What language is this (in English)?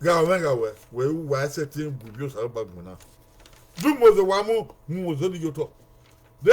Bini